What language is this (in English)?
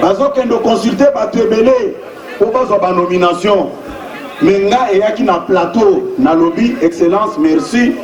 Lingala